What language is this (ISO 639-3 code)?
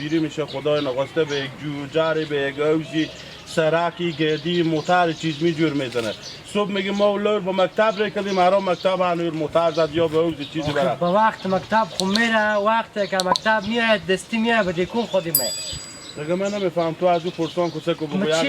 haz